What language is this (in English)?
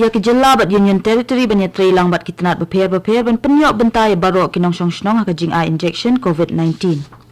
Khasi